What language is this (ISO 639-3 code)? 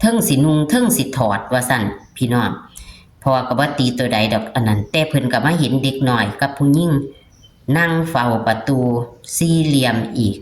tts